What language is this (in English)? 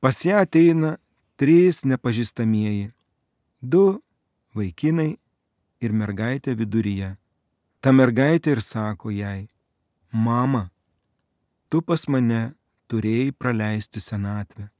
Lithuanian